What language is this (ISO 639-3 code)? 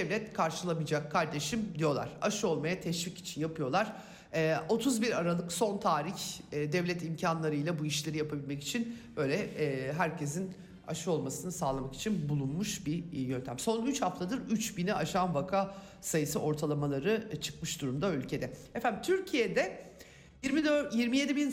tur